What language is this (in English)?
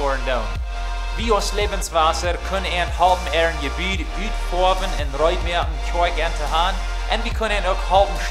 Plautdietsch